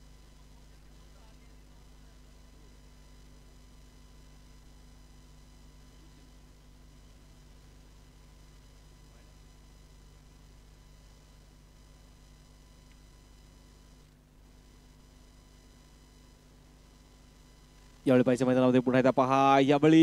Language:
Marathi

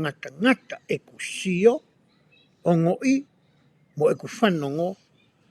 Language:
Tongan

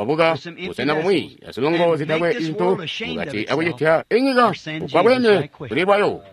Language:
Tonga (Zambia)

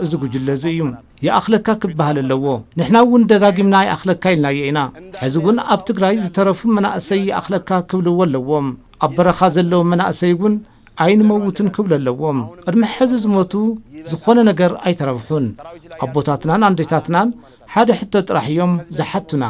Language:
Tigrinya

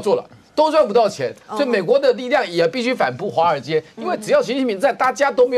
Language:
Chinese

